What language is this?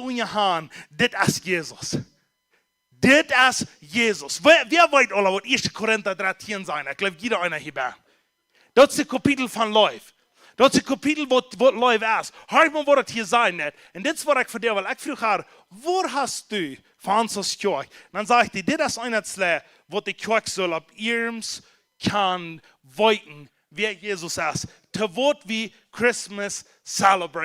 Plautdietsch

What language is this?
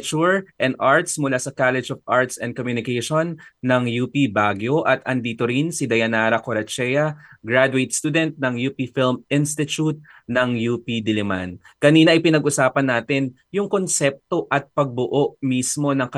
Filipino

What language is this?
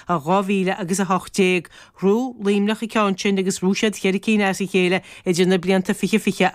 Irish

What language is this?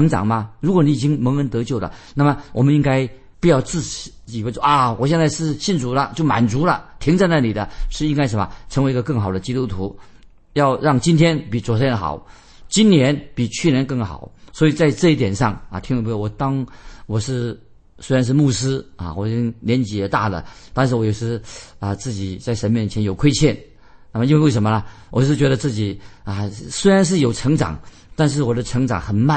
Chinese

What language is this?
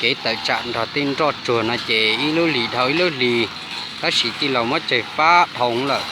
Hmong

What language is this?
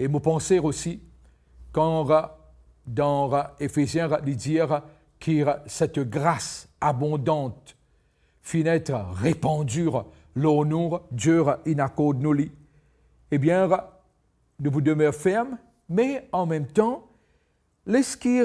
Morisyen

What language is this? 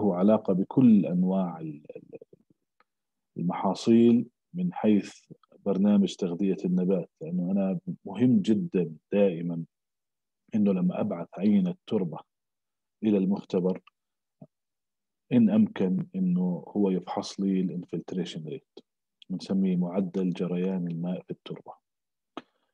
South Levantine Arabic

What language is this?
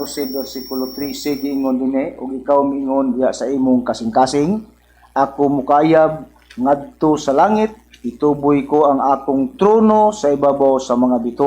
Cebuano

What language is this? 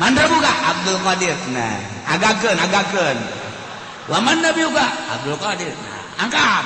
Sundanese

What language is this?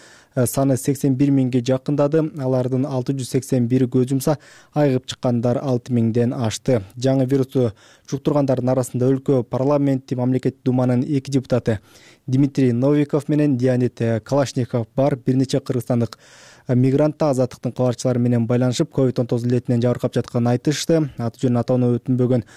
Kyrgyz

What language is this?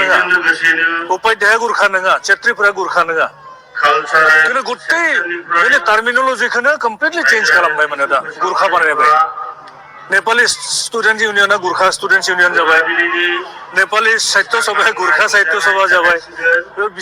Bodo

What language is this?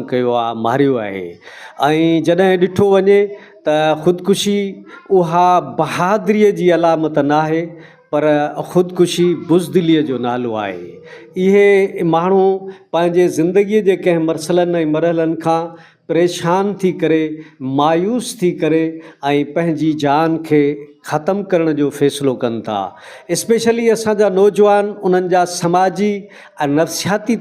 Sindhi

